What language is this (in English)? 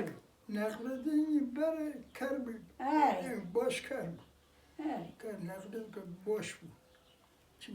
Kurdish